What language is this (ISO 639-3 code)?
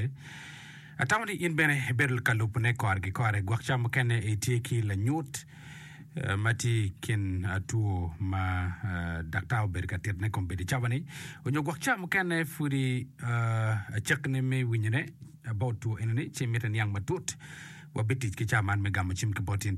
ach